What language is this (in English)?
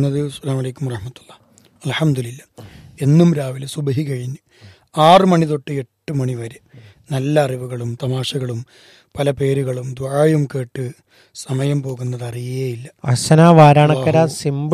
Malayalam